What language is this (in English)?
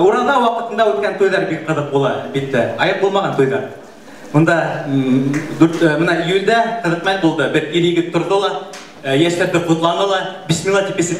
Bashkir